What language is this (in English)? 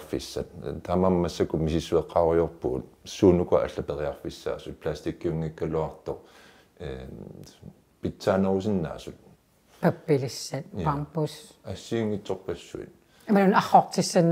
Kalaallisut